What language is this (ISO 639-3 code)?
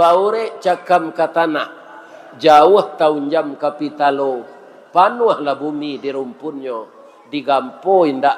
min